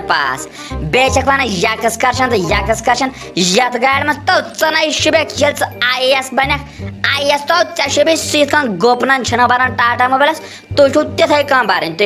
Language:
Kashmiri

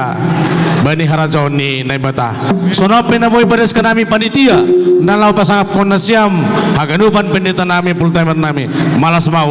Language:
Batak Simalungun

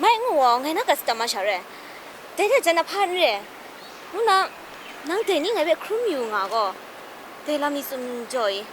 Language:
Kachin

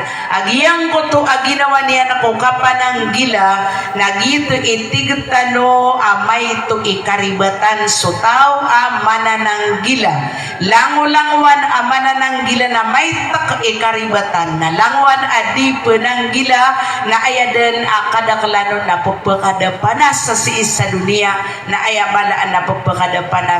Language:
Maranao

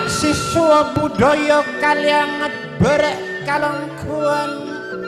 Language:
Madurese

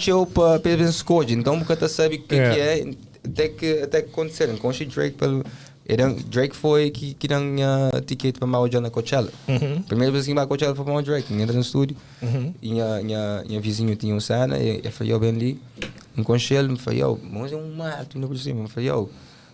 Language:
Kabuverdianu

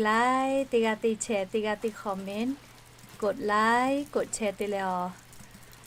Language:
Lahu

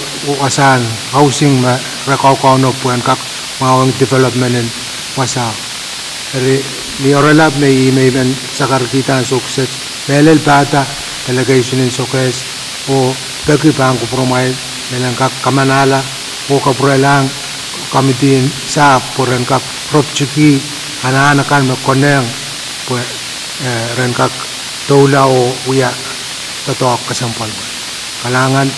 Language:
Pohnpeian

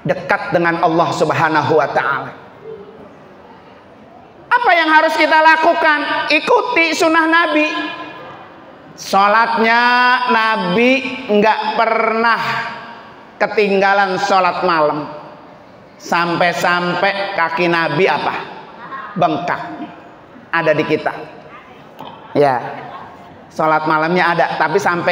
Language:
Indonesian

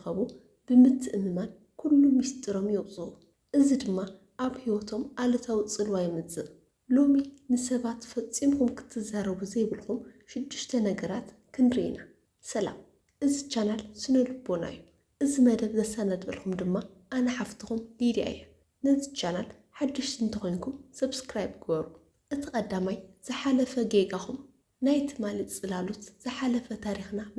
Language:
Tigrinya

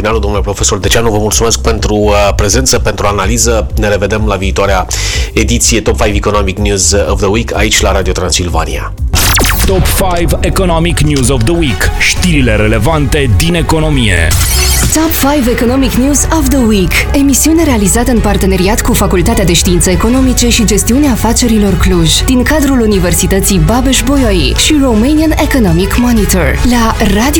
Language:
Romanian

